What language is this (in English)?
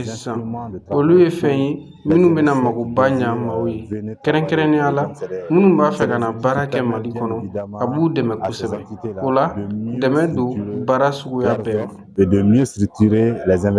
Bambara